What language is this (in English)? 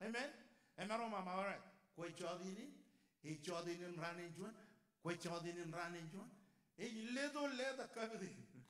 Marshallese